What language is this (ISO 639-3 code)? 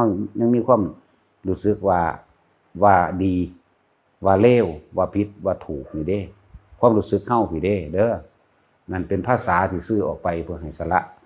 tts